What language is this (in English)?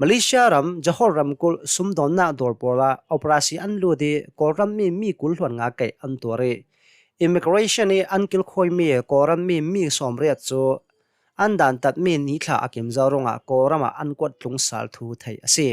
Hakha Chin